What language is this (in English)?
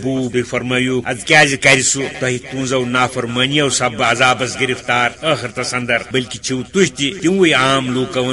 Kashmiri